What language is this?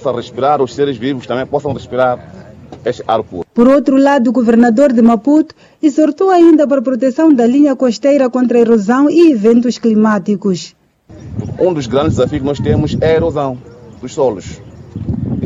Portuguese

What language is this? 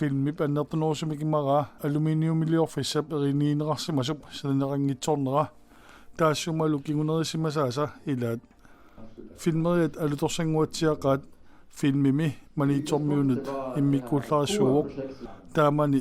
Kalaallisut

